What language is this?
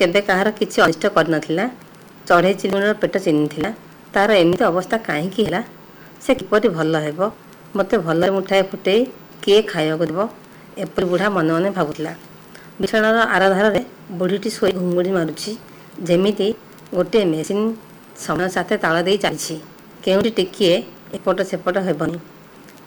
Odia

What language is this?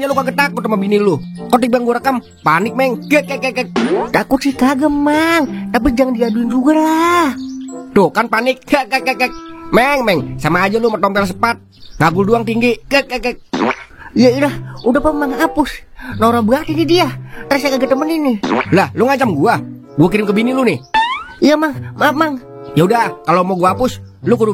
Betawi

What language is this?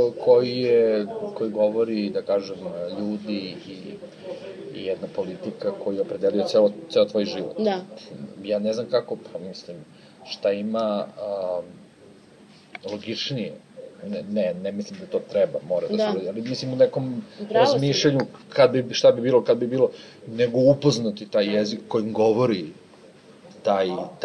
Serbian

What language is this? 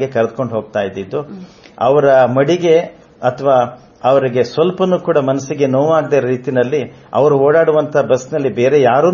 Kannada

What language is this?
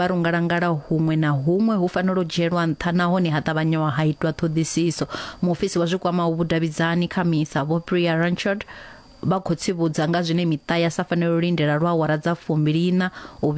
Venda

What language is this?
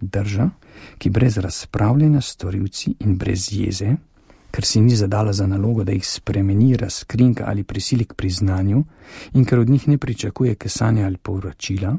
Slovenian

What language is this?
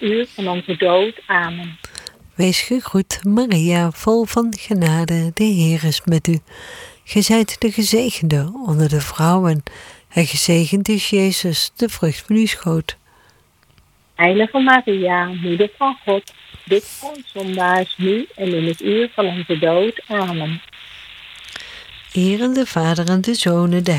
Dutch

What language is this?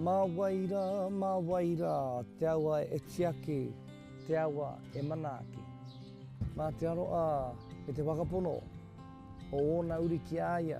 Māori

